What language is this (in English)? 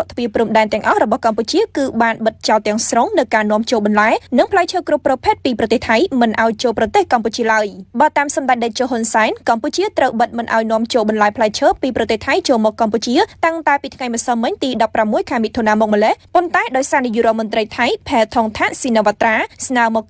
Khmer